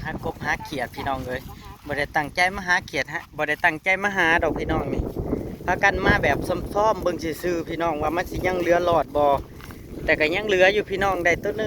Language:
Northeastern Thai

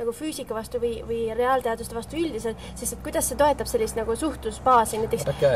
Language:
Estonian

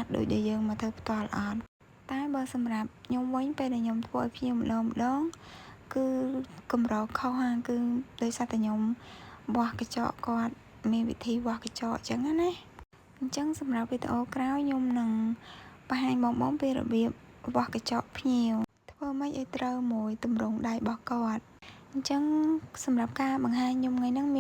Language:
Khmer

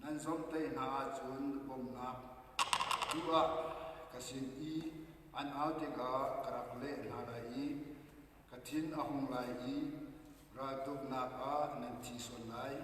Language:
Hakha Chin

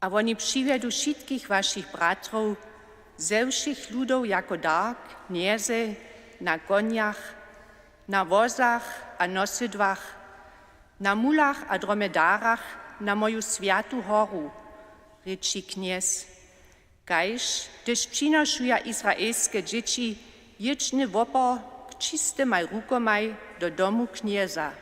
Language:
Upper Sorbian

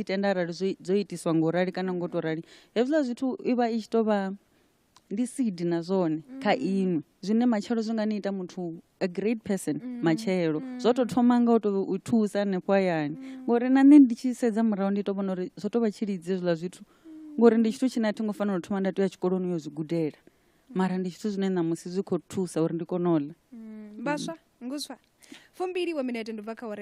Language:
Venda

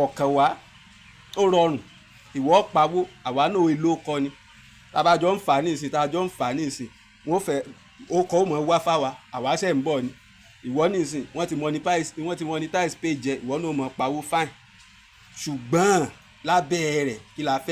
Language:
Yoruba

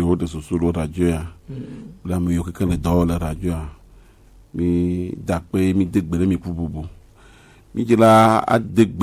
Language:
Gen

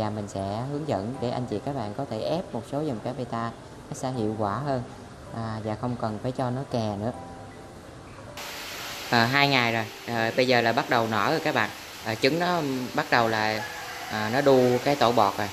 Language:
Vietnamese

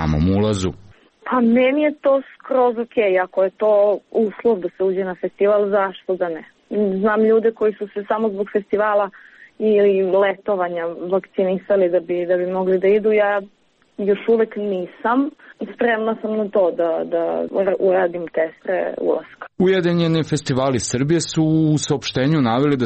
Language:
Serbian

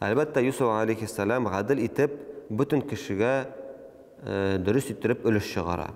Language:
Tatar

